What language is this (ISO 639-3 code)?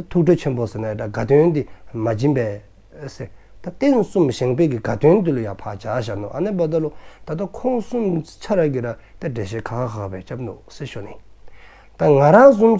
dzo